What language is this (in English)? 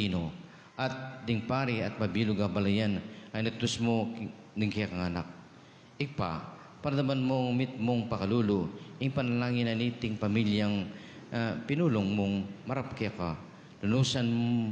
Pampanga